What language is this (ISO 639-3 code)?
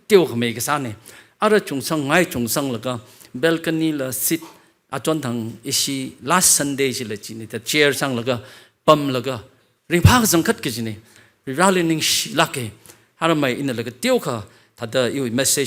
nmf